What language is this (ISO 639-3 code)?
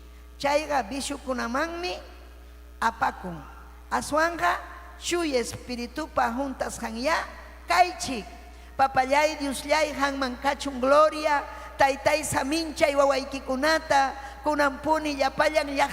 quy